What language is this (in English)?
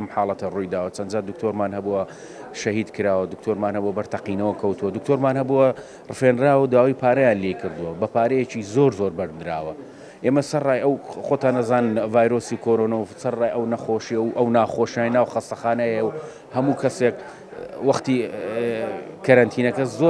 Central Kurdish